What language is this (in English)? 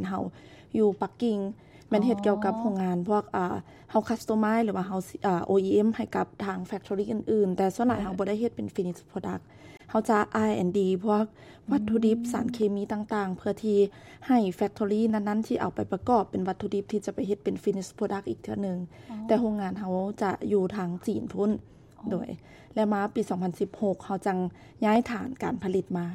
Lao